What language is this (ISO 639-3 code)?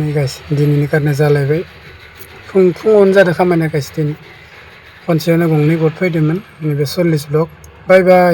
brx